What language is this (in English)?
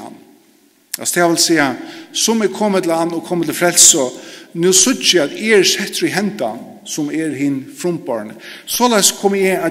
Faroese